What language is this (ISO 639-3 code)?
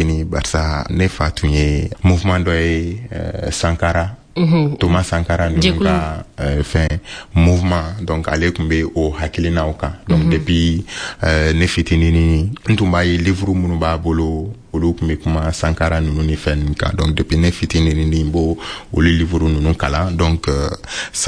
bam